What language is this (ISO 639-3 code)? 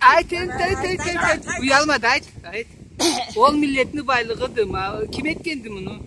krc